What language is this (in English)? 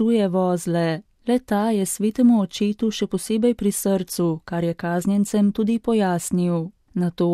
Slovenian